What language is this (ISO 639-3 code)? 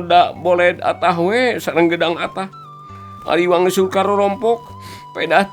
sun